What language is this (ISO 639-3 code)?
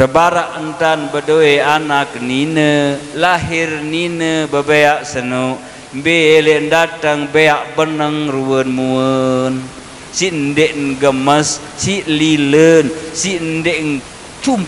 sas